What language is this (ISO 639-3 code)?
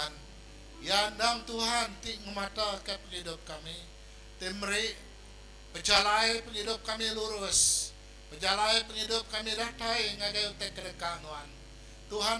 iba